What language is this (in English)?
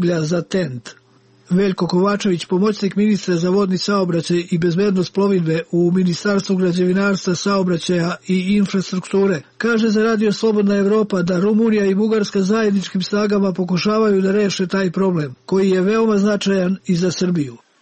Serbian